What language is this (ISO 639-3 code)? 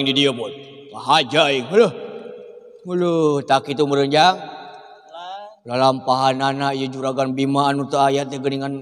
sun